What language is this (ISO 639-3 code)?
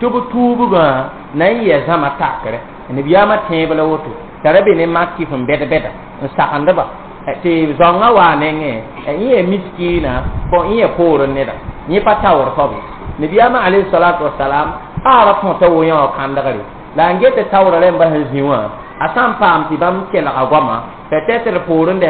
mos